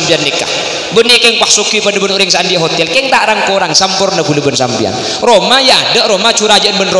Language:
Madurese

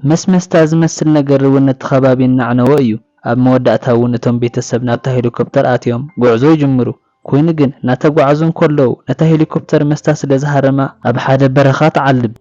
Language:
Tigrinya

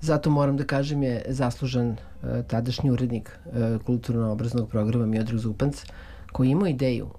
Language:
Serbian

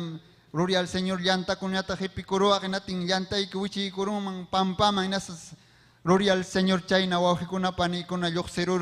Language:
Ayacucho Quechua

